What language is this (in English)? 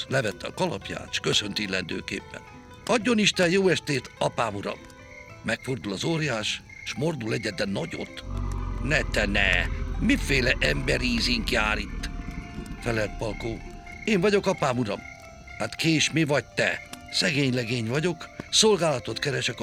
Hungarian